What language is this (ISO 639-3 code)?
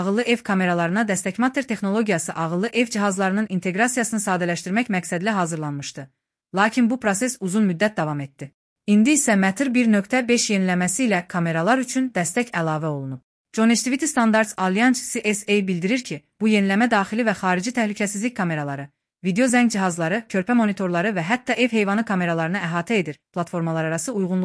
aze